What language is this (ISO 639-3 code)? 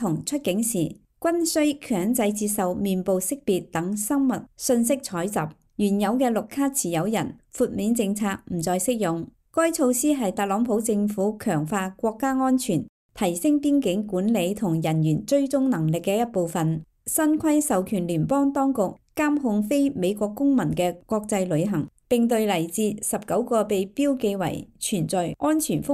yue